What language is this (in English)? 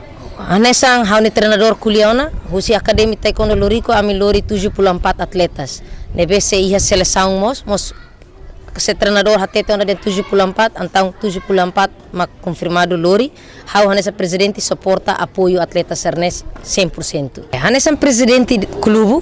Tetum